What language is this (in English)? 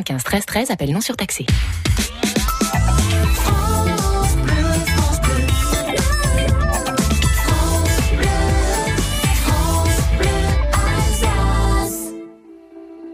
French